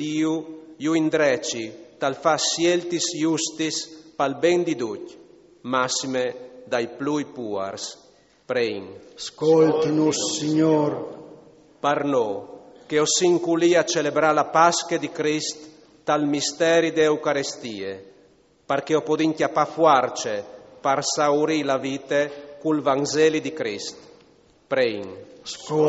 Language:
Friulian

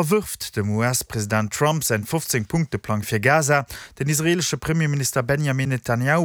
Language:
Luxembourgish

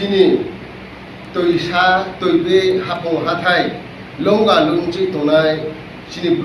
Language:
Riang (India)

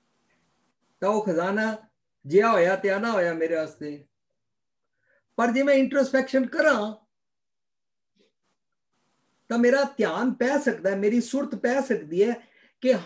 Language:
Punjabi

